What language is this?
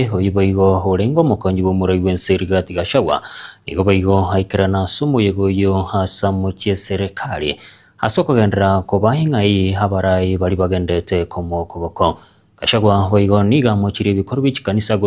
Gusii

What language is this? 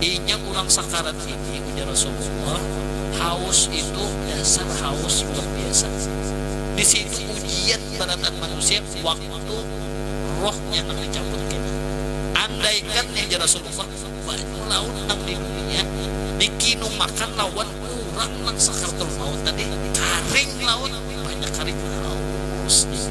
Banjar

